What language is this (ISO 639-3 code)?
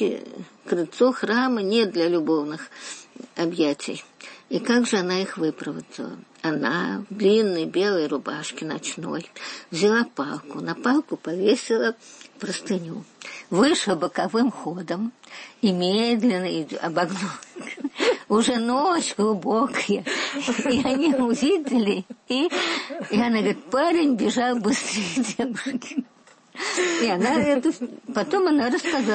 rus